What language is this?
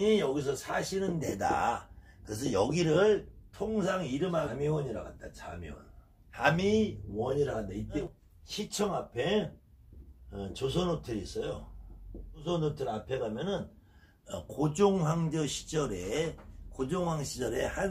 Korean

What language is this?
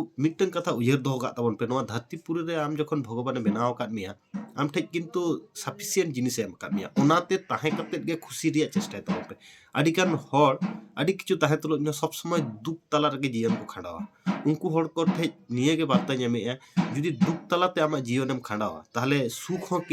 Santali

